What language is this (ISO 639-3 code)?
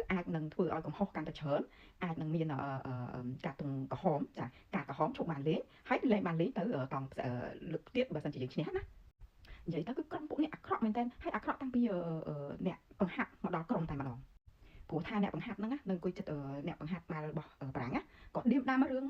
khm